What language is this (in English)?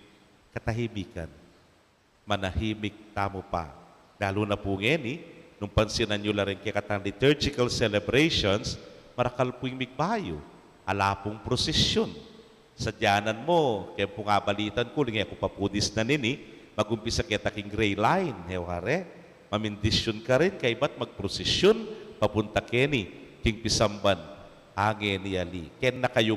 Pampanga